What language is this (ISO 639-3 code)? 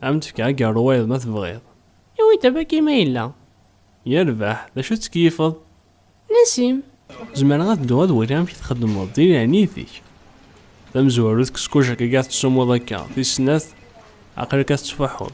kab